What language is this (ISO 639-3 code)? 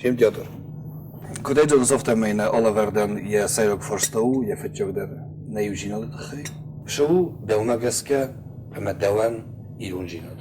oss